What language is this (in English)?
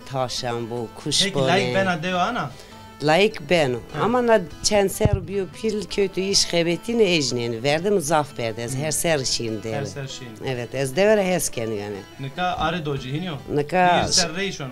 Zaza